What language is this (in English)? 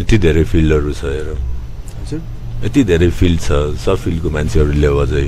Nepali